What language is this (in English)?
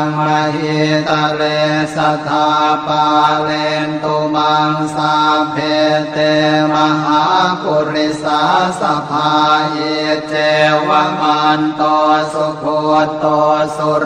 Pali